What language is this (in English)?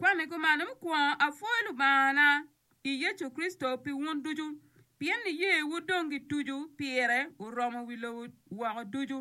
Acoli